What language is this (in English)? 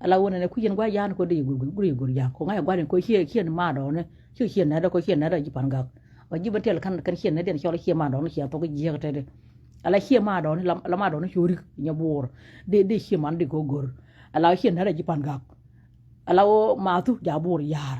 Nuer